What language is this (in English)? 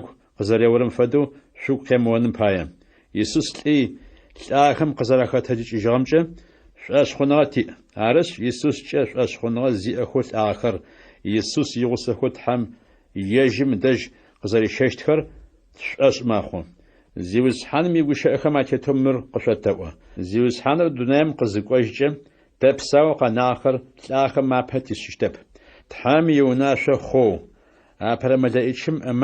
Adyghe